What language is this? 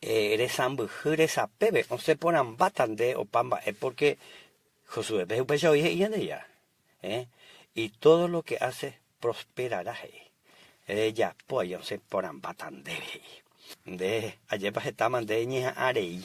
Guarani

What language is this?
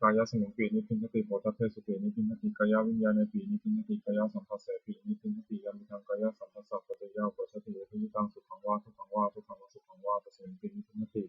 Pali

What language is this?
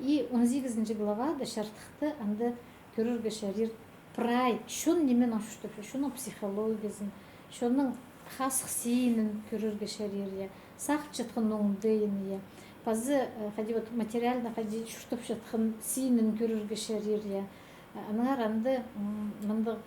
Khakas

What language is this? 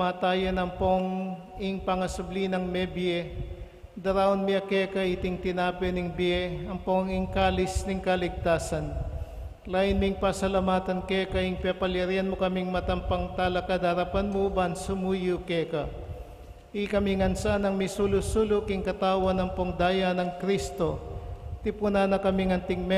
Pampanga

